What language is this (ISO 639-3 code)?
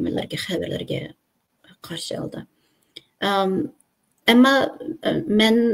uig